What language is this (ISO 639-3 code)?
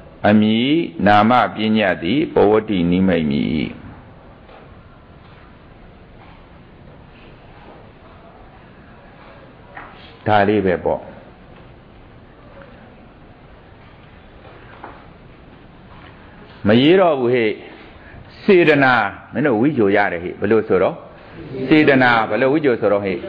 mya